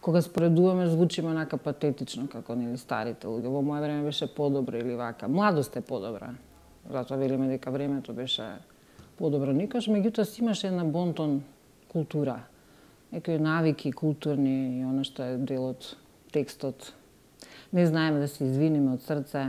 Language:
Macedonian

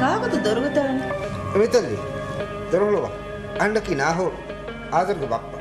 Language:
Divehi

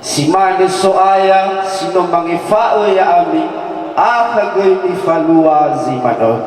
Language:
Nias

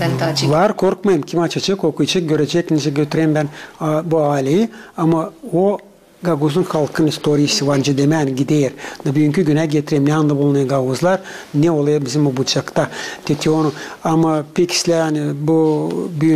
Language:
Gagauz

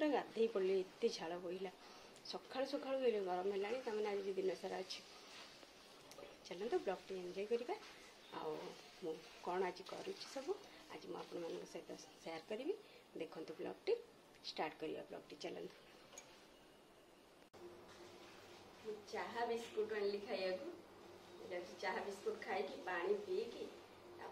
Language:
Odia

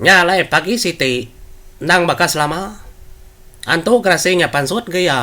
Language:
Iban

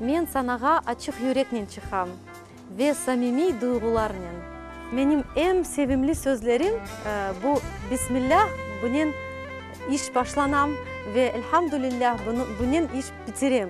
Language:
Crimean Tatar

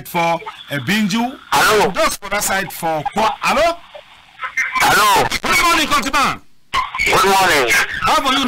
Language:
Cameroon Pidgin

